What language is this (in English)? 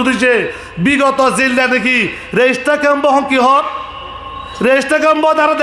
Rohingya